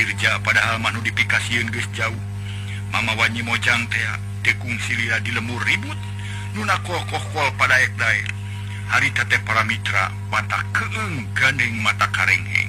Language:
Sundanese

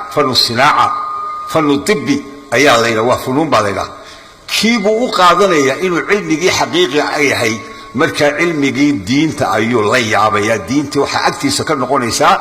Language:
Somali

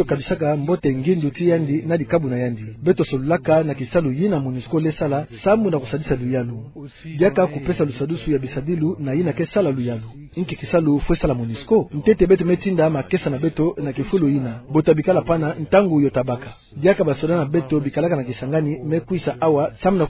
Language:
Kituba (Democratic Republic of Congo)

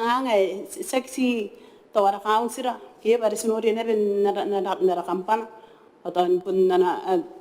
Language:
Gilbertese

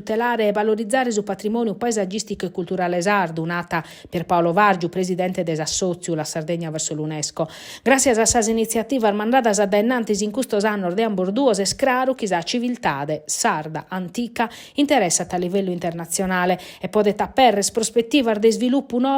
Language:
Sardinian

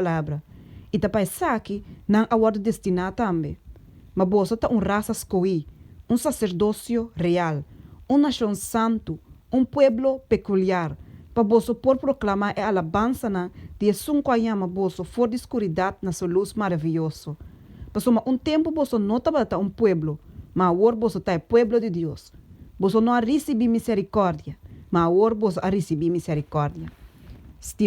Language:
Papiamento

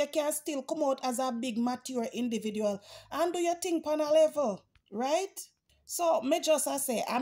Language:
Jamaican Creole English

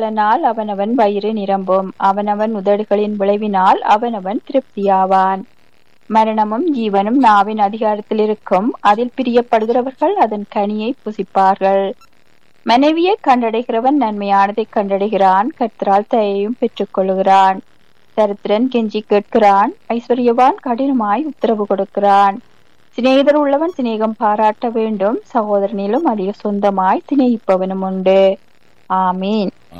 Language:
Tamil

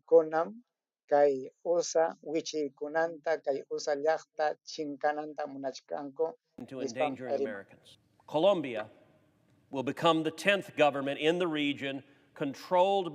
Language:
Ayacucho Quechua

